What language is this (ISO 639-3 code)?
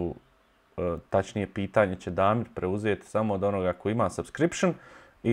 bos